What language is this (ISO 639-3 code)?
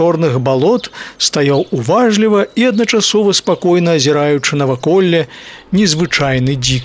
bel